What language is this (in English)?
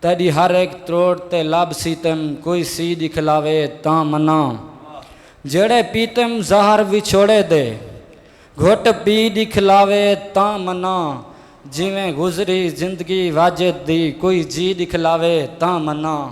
Saraiki